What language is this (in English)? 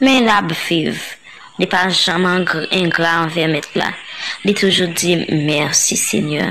Haitian Creole